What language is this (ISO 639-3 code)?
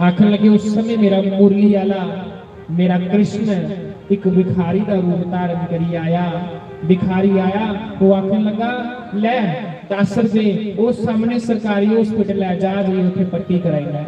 doi